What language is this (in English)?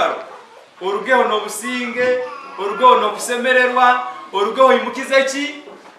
Nyankole